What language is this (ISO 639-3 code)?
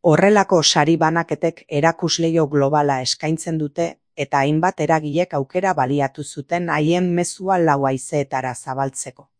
eus